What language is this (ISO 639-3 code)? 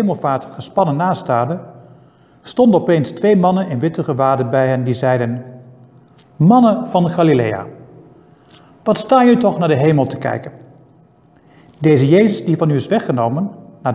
nld